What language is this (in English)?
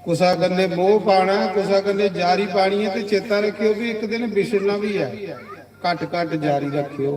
Dogri